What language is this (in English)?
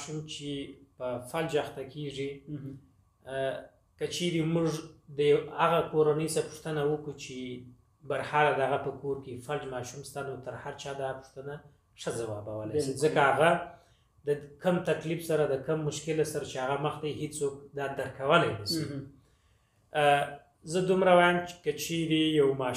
Pashto